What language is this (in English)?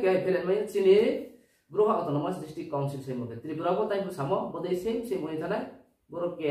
Riang (India)